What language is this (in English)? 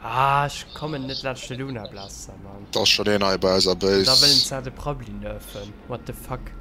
Luxembourgish